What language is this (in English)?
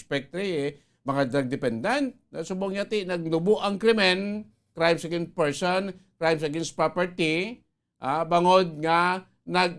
Hiligaynon